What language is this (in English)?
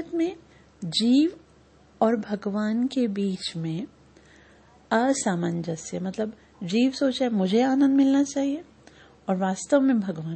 Hindi